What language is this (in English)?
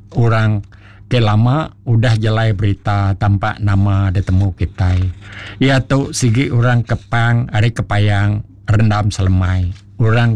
Iban